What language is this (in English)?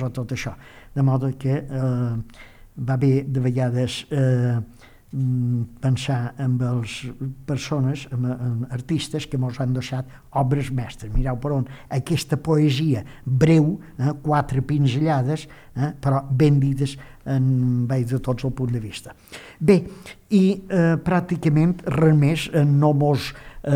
Catalan